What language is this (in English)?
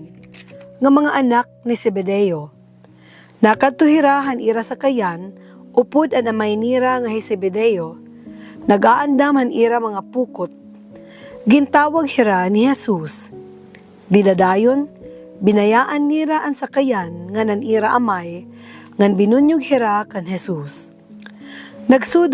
Waray